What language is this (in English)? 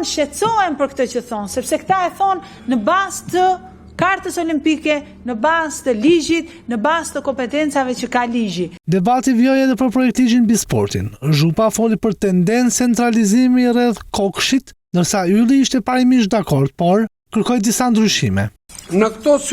Albanian